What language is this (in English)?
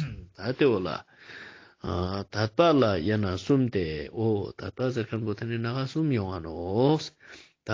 Ladakhi